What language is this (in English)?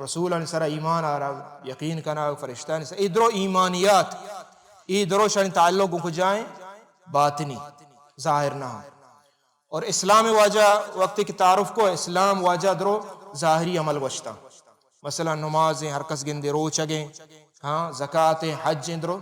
Baluchi